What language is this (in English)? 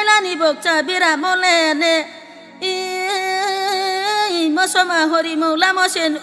Riang (India)